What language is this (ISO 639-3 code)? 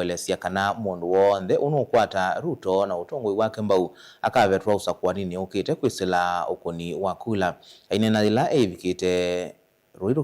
kam